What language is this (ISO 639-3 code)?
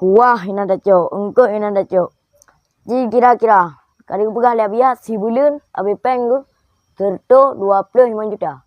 ace